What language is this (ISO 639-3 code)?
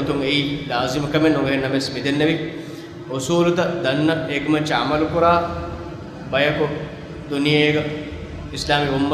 div